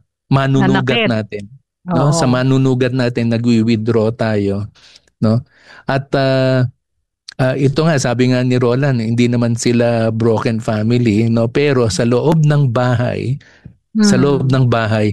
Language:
Filipino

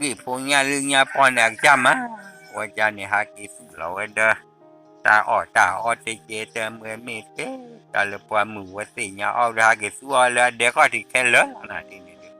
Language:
S'gaw Karen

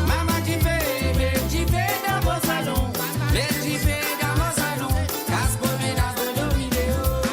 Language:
Morisyen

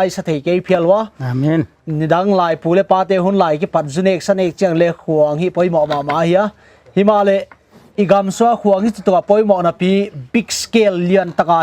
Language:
Paite Chin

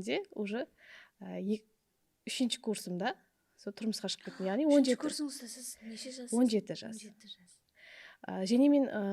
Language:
Kara-Kalpak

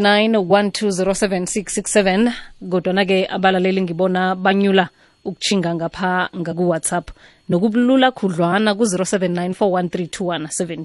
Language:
South Ndebele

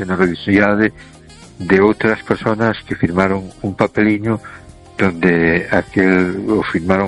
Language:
Galician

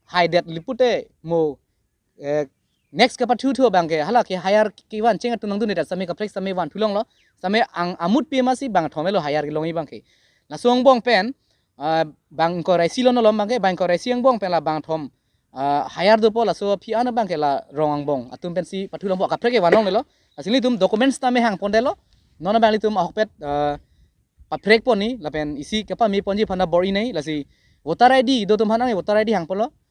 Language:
Karbi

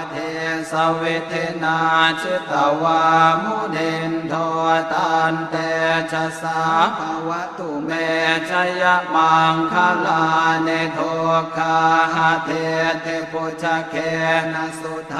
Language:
Pali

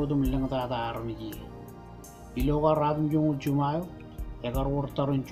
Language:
Marshallese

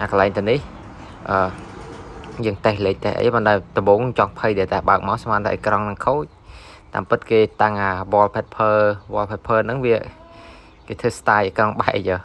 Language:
Khmer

